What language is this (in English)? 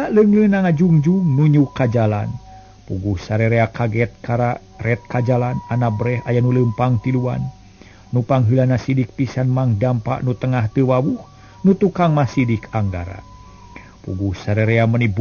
Sundanese